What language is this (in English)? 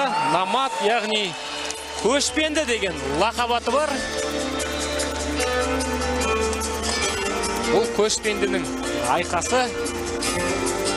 Kazakh